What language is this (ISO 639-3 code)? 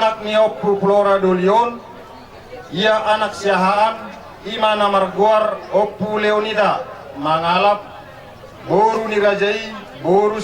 bbc